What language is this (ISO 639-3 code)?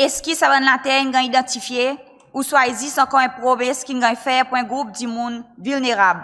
crs